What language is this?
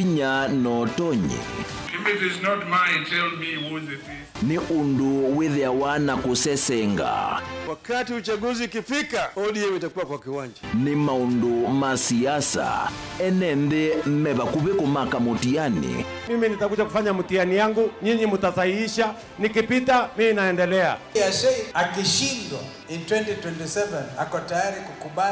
Kamba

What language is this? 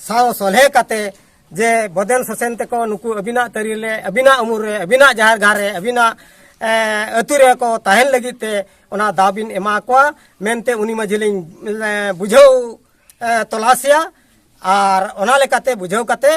Santali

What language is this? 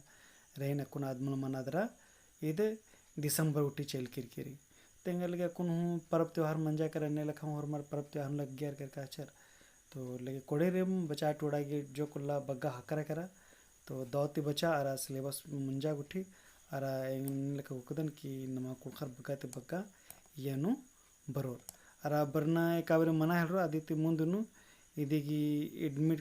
Kurukh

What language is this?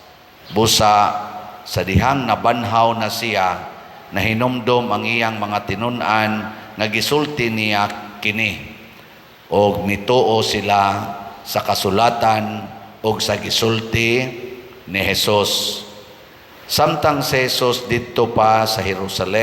Cebuano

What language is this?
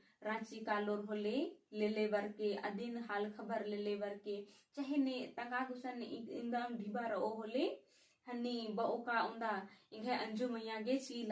Kurukh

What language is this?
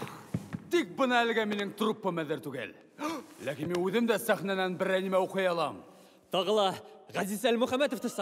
Bashkir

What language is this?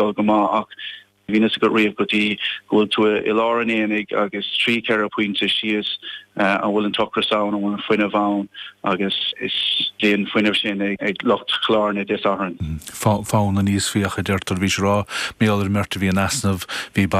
Irish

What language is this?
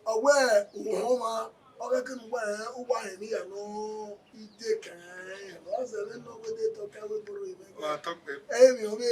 Bini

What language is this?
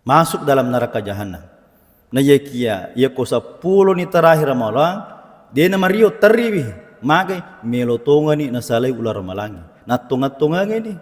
Buginese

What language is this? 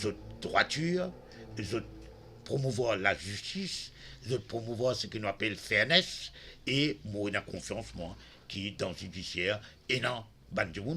Morisyen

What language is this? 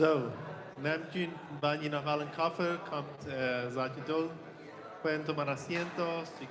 Plautdietsch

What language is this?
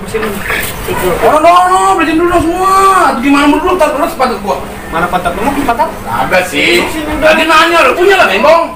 Betawi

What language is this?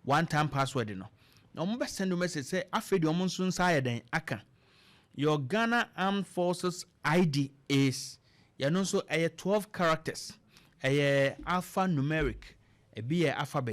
Akan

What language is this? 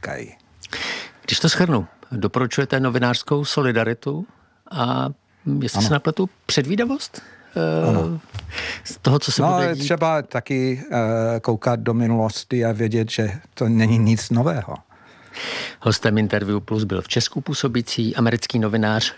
Czech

